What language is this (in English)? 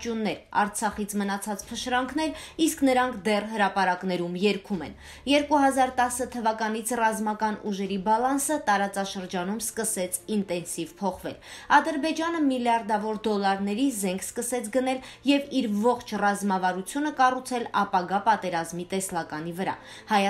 Armenian